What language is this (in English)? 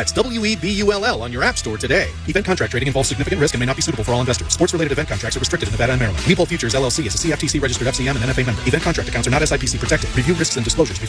English